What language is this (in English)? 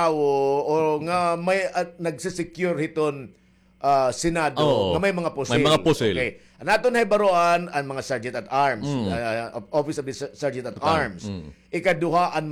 Waray